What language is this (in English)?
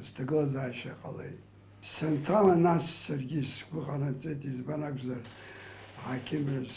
Abkhazian